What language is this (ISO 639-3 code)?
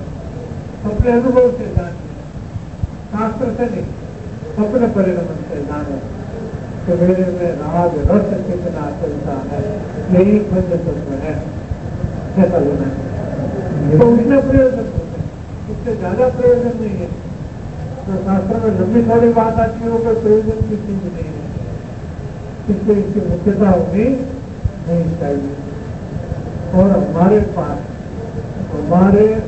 hin